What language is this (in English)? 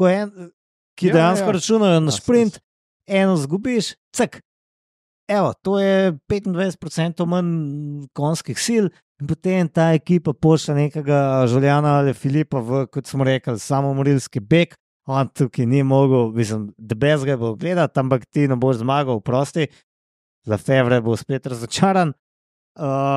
Slovenian